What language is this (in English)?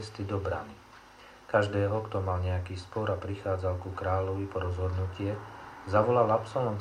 Slovak